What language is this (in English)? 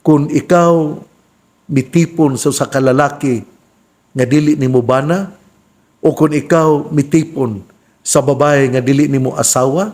Cebuano